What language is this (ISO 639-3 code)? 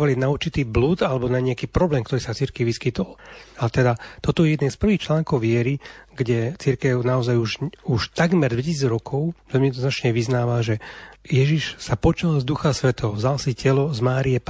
slk